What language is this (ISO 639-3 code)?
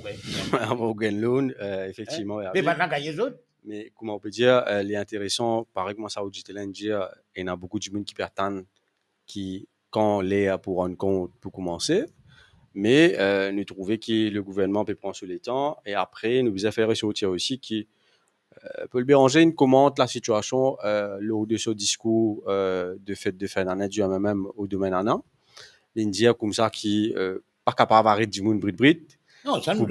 mfe